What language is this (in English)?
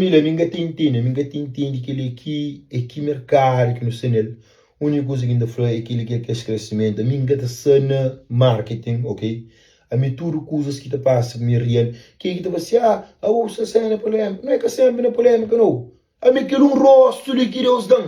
Kabuverdianu